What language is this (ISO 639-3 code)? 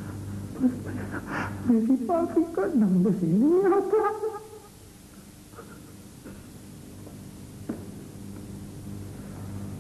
urd